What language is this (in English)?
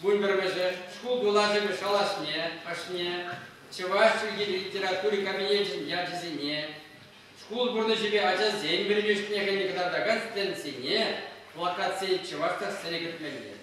Chuvash